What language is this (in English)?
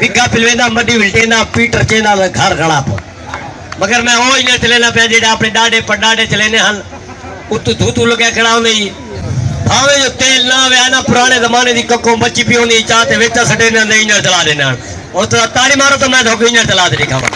Saraiki